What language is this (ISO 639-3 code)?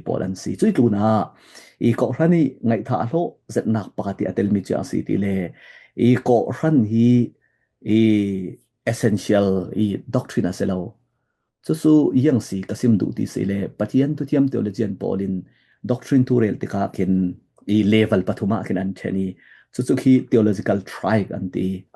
cfm